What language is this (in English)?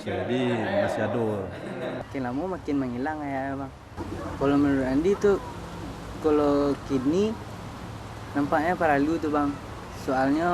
Minangkabau